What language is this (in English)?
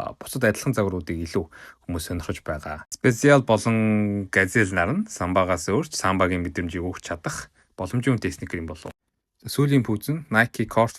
Mongolian